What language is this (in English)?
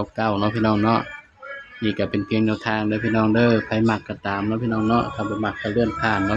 Northeastern Thai